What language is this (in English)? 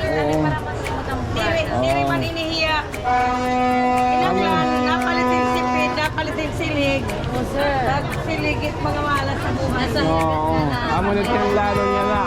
Waray